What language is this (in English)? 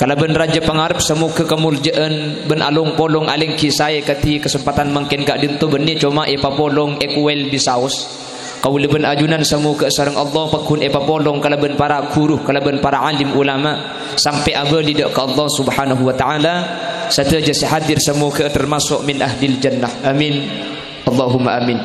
Madurese